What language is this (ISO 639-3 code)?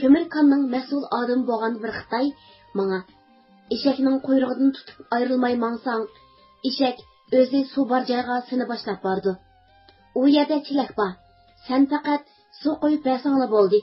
uig